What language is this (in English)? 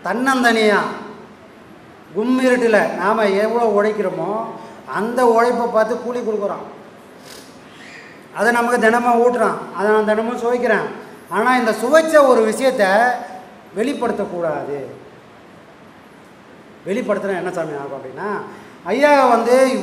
Tamil